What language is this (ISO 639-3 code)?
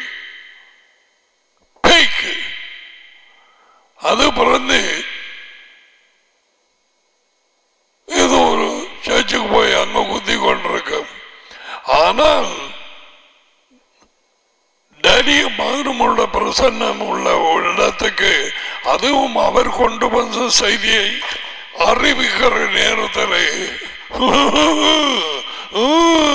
tam